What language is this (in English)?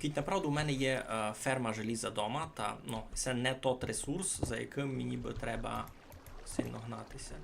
Rusyn